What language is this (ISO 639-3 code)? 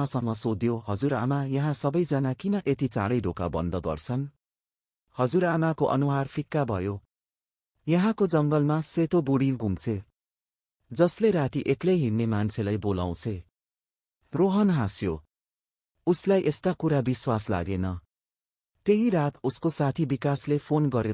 nep